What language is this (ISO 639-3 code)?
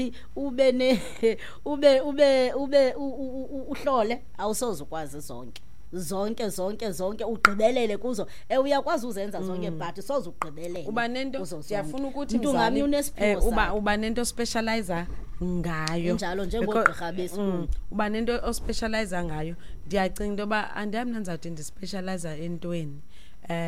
xho